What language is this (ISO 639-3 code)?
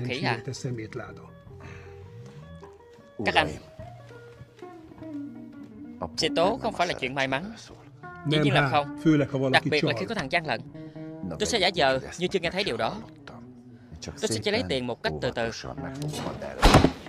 vie